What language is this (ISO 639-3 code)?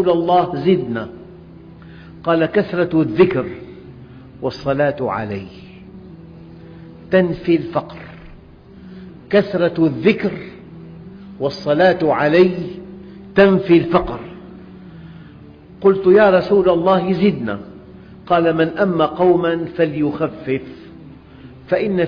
ara